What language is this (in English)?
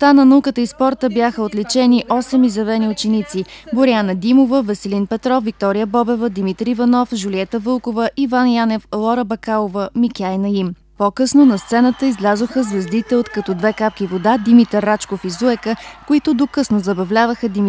Bulgarian